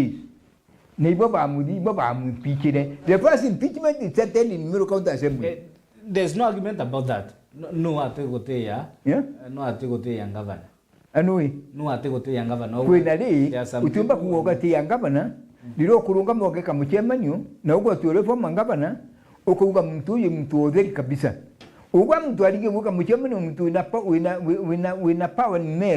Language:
Meru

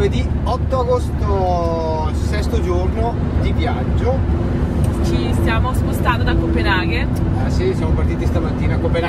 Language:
Italian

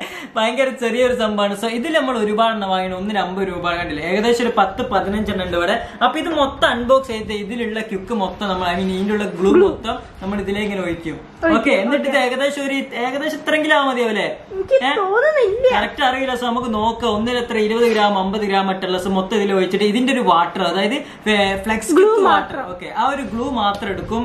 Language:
Malayalam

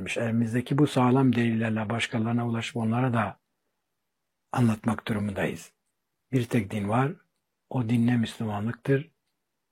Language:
Turkish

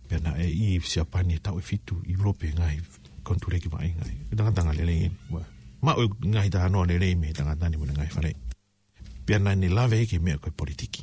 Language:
Tongan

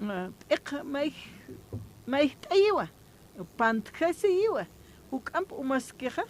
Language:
Aymara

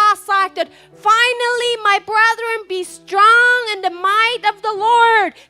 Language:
Plautdietsch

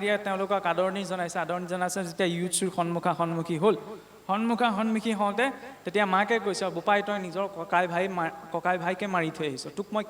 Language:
Assamese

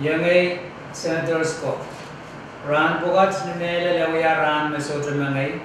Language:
Pohnpeian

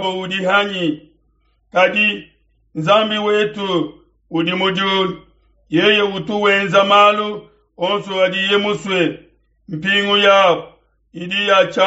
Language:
Luba-Lulua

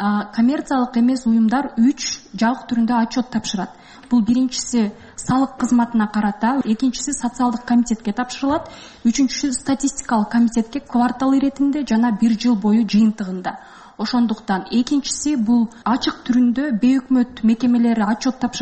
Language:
Kyrgyz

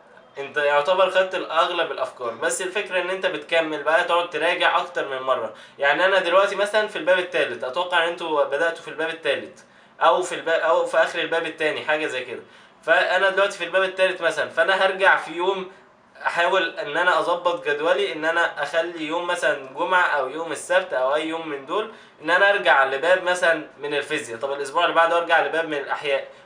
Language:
Egyptian Arabic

